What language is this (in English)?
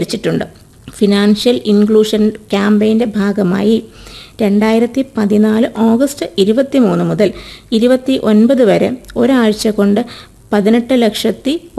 Malayalam